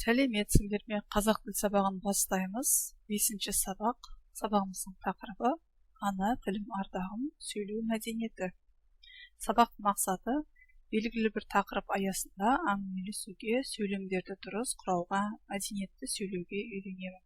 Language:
Kazakh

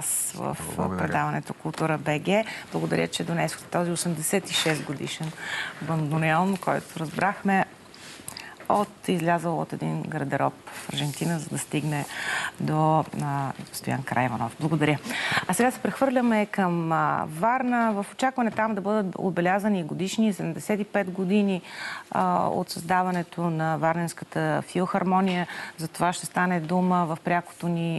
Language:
Bulgarian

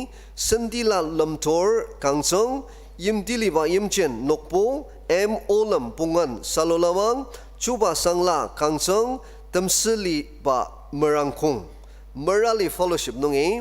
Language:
Ao Naga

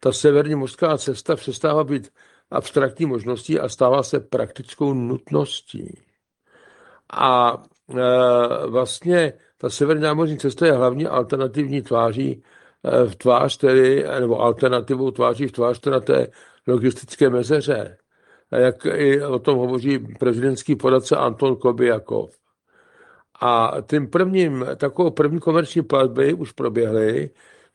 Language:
Czech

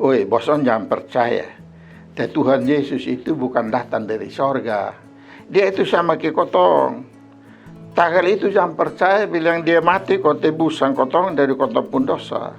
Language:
Kupang Malay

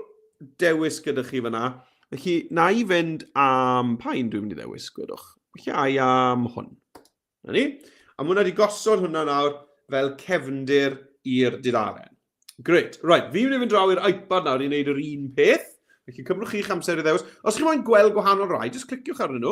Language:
Welsh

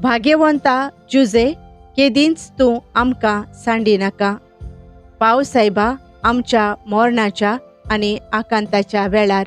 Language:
Konkani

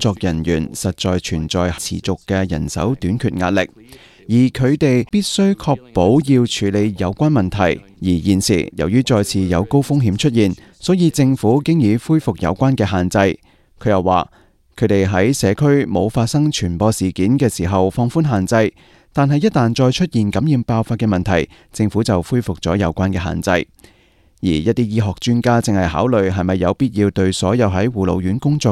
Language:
Cantonese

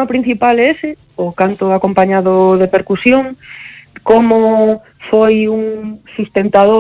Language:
Galician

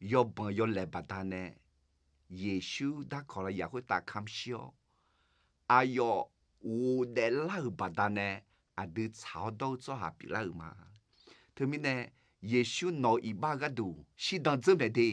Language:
Akha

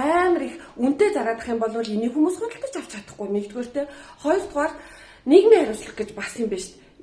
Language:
Mongolian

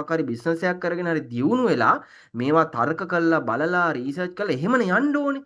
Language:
Sinhala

